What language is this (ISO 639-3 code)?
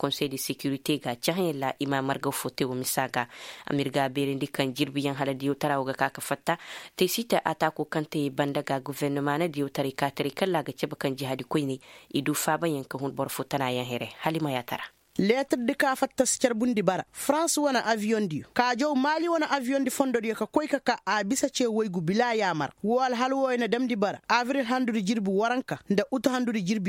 ses